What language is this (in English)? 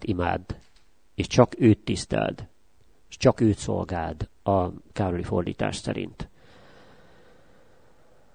Hungarian